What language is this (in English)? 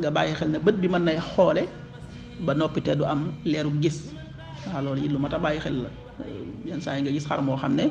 Wolof